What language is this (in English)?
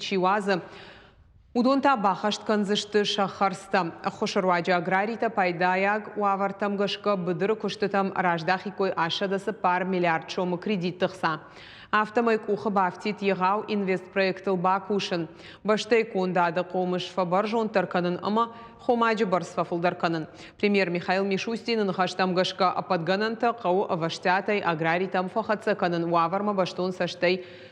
Ossetic